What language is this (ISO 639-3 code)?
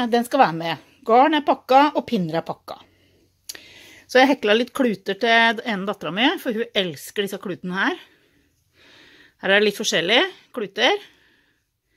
nor